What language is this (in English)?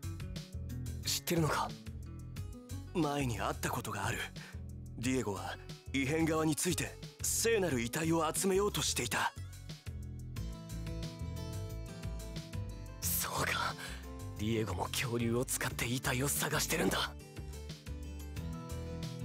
Japanese